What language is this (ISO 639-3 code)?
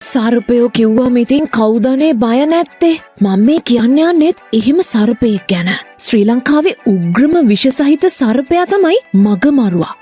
sin